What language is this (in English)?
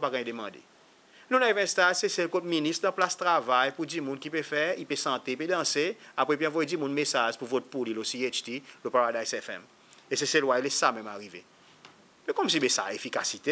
Seselwa Creole French